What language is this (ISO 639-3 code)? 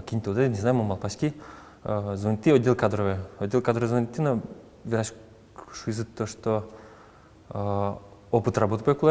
udm